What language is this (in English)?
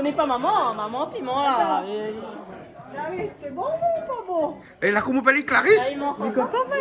Réunion Creole French